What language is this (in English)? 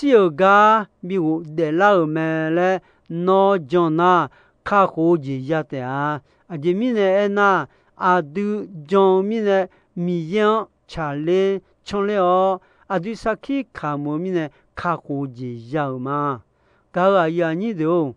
Akha